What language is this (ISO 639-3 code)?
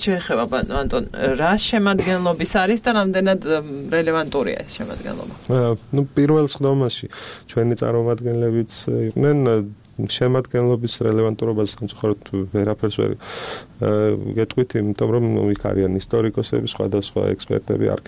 kat